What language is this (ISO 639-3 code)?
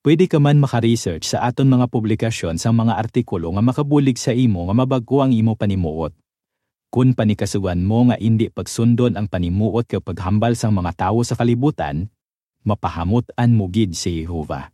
hil